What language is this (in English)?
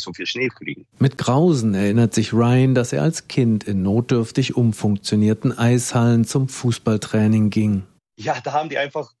German